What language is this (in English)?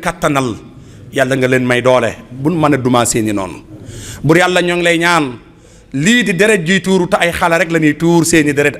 Wolof